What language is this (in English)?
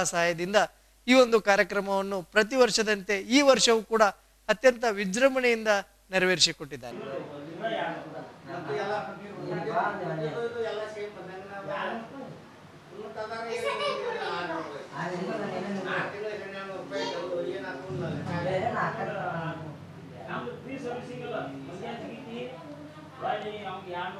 Kannada